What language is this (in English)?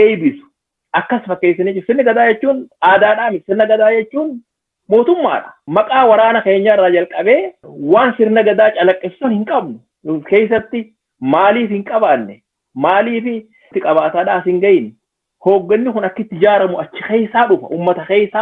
Oromo